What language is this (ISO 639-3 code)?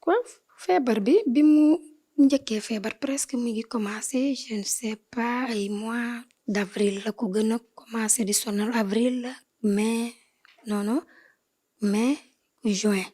wol